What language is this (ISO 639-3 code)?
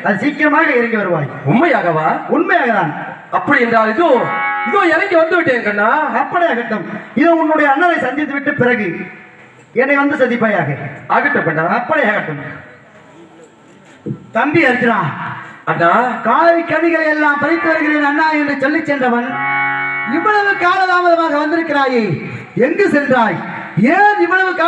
tam